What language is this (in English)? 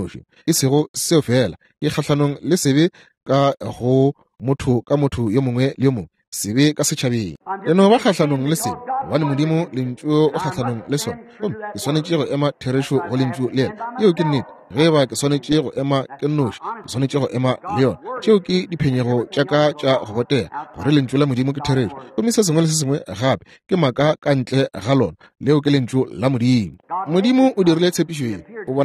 Northern Sotho